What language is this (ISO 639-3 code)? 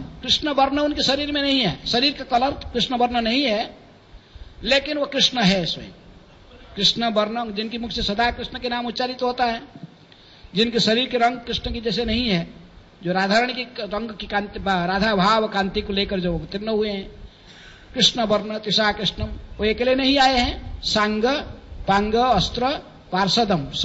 hin